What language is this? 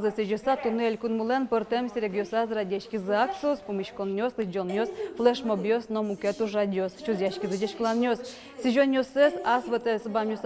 Udmurt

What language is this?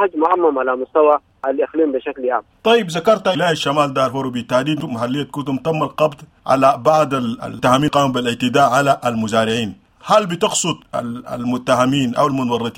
Sudanese Arabic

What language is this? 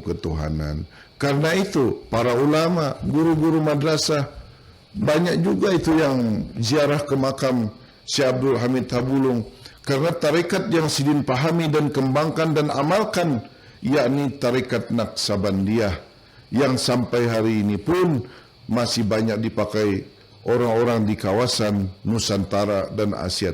Banjar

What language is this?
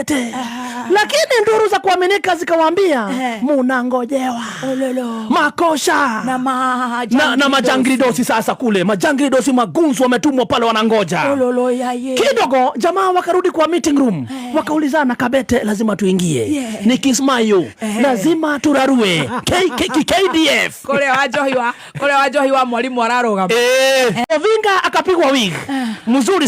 Kikuyu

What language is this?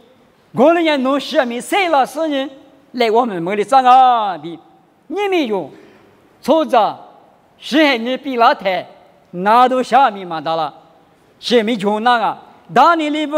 Lisu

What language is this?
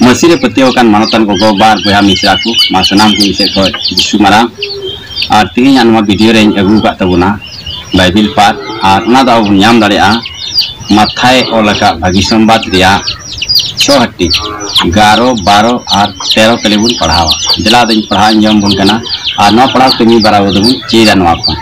Santali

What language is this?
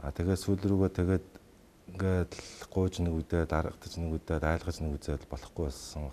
Mongolian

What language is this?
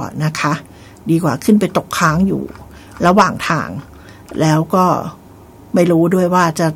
Thai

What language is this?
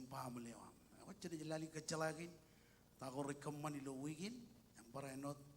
Marshallese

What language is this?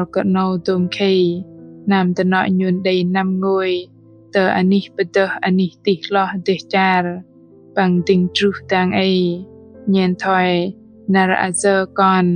Bahnar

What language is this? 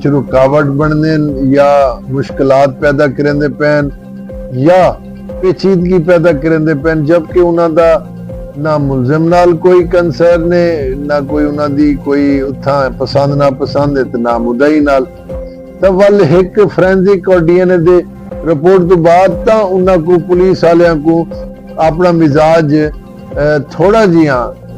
Saraiki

